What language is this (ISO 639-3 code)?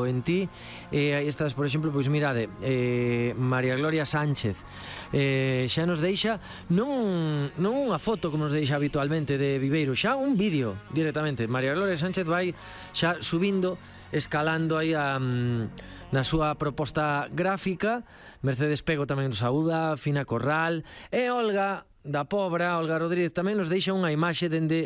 glg